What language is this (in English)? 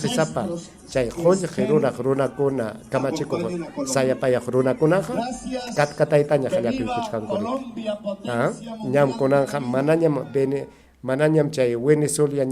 Ayacucho Quechua